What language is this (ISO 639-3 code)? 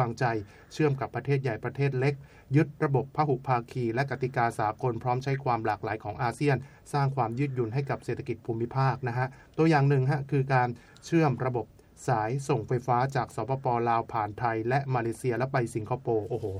tha